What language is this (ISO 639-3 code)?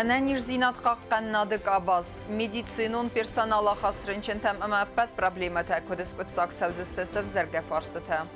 oss